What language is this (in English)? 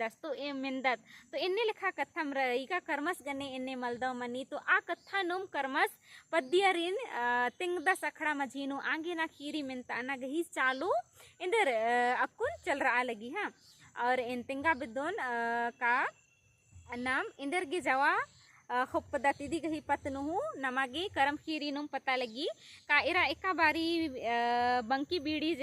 Kurukh